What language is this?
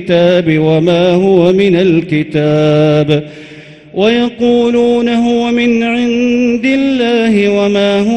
Arabic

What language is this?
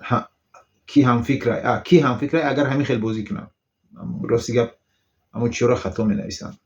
Tajik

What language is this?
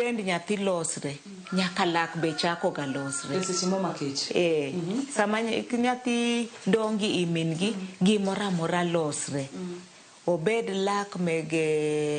Luo (Kenya and Tanzania)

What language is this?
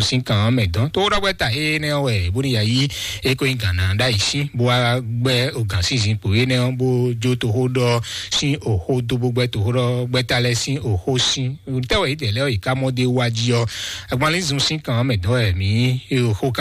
Fon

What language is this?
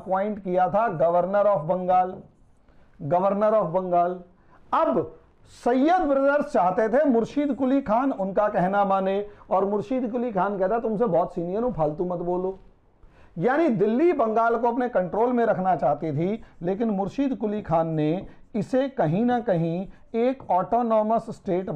Hindi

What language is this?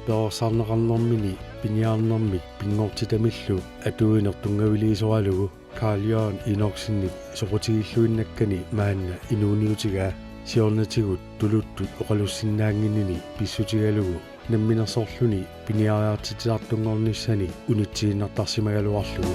Kalaallisut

